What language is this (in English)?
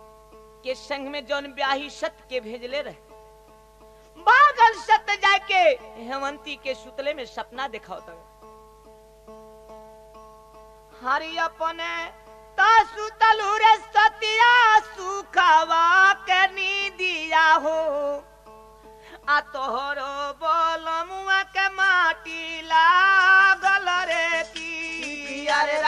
Bhojpuri